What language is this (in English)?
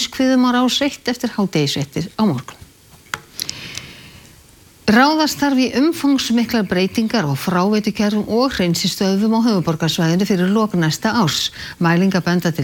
Icelandic